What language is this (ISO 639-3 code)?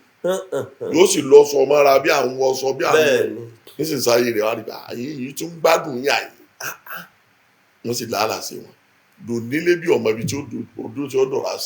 yor